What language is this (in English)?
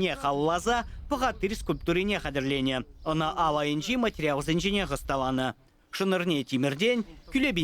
Chuvash